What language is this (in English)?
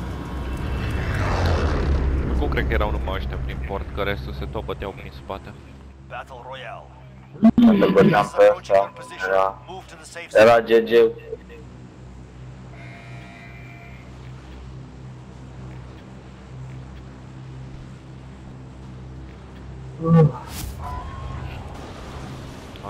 Romanian